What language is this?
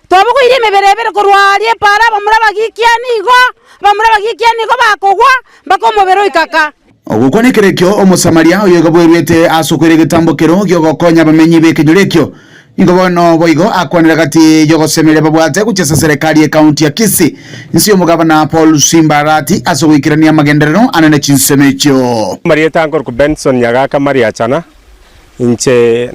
Gusii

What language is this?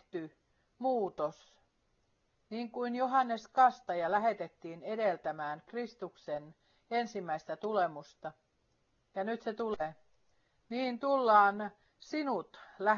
Finnish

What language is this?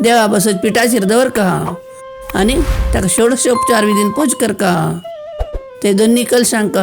Konkani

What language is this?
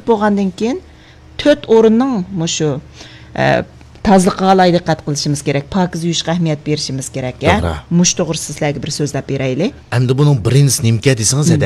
Uyghur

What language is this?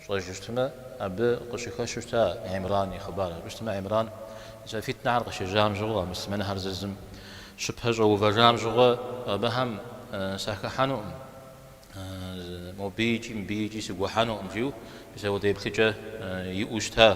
Kabardian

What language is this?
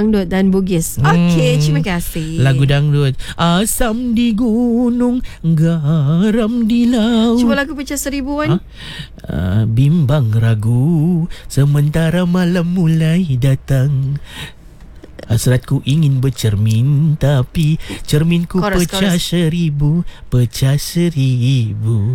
Malay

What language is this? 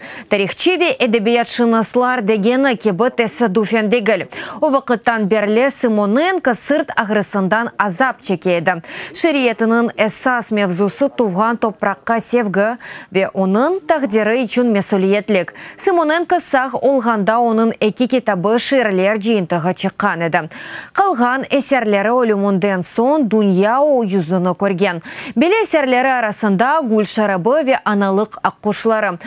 Crimean Tatar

